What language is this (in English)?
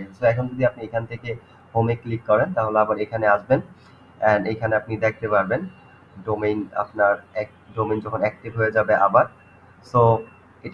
Bangla